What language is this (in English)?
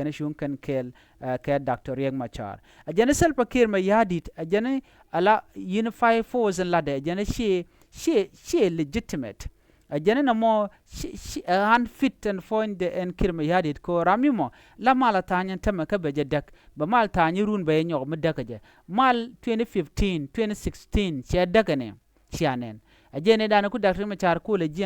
Nuer